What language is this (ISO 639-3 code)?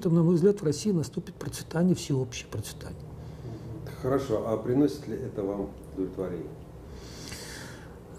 rus